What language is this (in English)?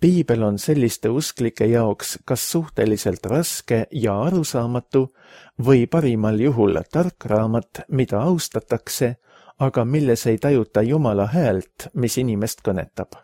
Estonian